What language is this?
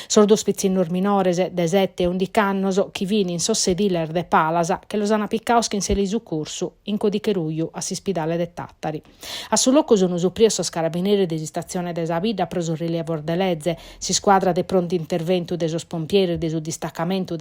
Sardinian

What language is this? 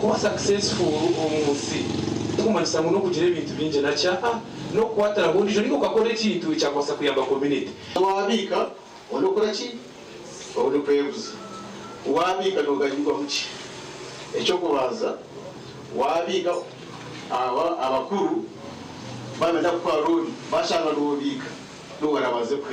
Nyankole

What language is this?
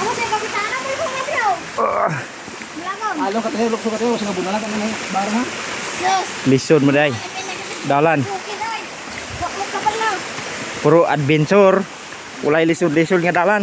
Cebuano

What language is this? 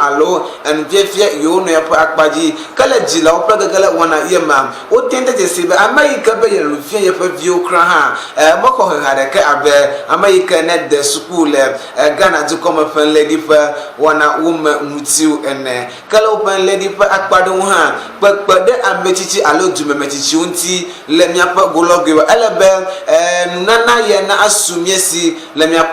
Ewe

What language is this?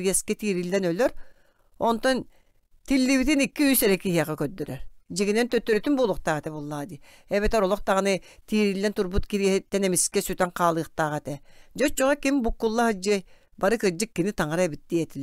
Yakut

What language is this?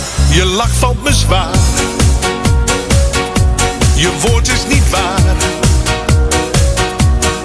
Dutch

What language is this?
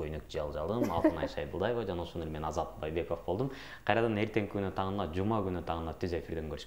Kyrgyz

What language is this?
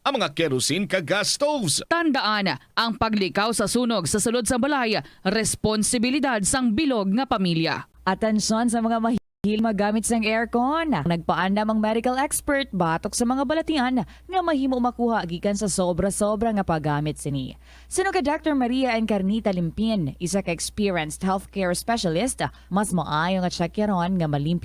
Hiligaynon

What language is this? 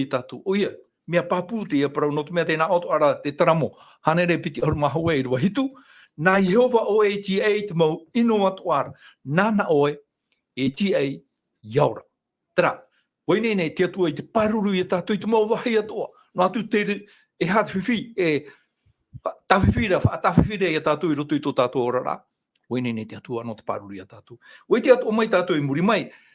Tahitian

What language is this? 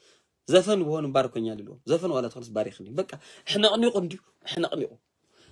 Tigrinya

